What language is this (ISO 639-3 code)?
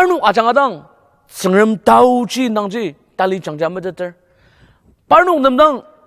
njo